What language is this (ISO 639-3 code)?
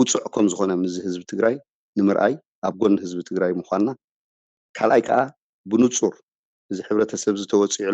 tir